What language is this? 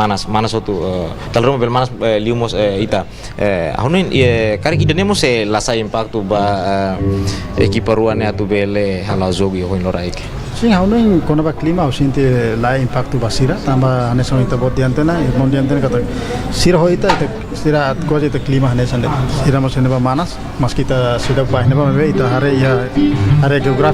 Tetum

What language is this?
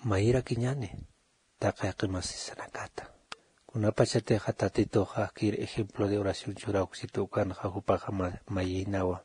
Aymara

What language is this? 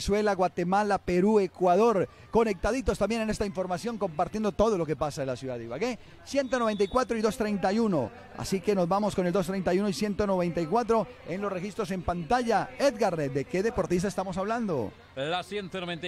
Spanish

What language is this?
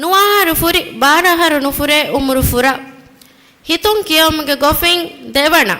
Divehi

